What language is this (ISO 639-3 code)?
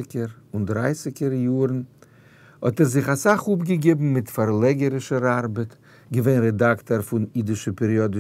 yid